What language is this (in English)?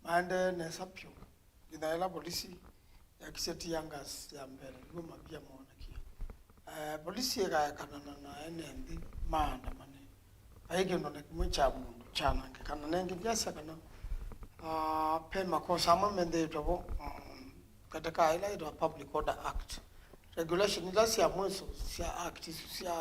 Kamba